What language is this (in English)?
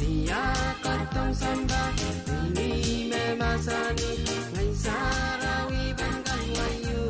Pohnpeian